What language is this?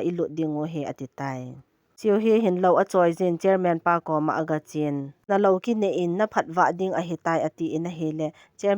Thado Chin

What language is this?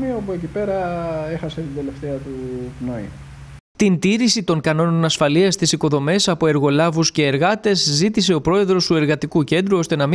Greek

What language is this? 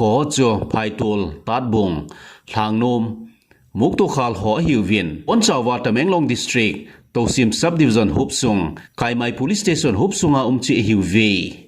Thado Chin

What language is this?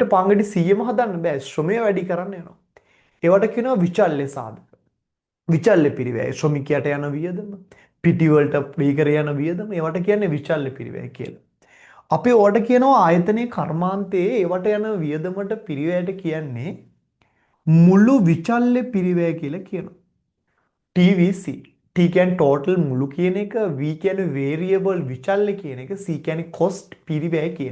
Sinhala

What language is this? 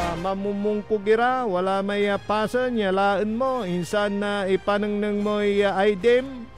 Pangasinan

